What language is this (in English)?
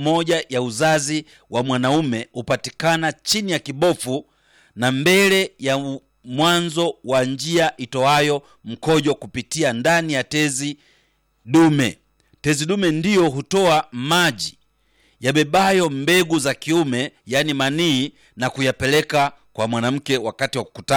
Swahili